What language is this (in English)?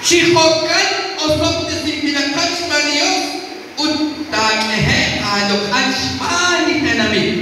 Kekchí